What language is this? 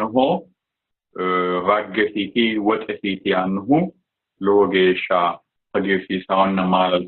Sidamo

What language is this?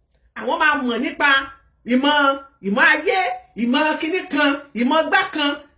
Yoruba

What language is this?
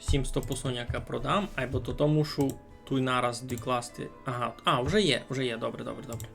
Rusyn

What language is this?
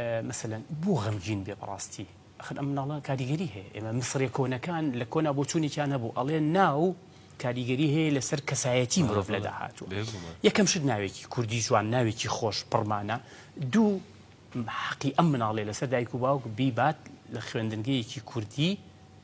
Central Kurdish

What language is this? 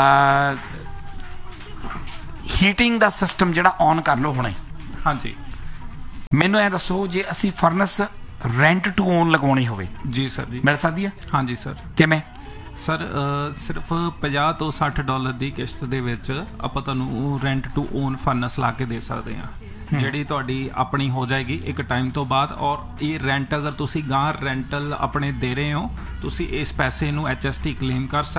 Punjabi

